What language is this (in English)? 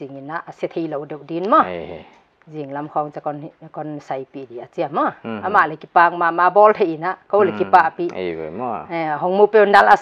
Paite Chin